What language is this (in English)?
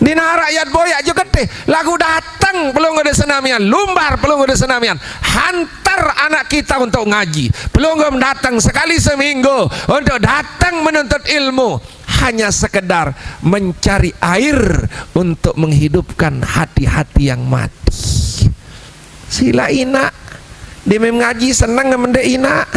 Sasak